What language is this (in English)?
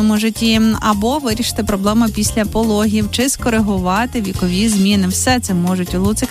Ukrainian